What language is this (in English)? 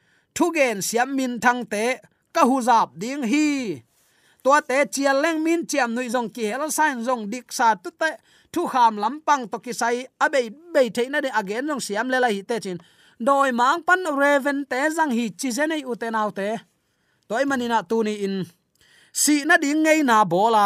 Tedim Chin